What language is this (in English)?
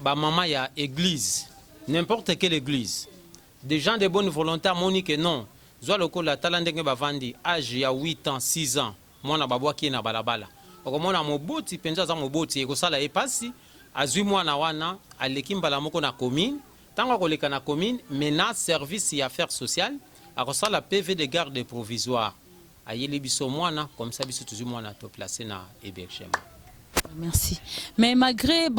Lingala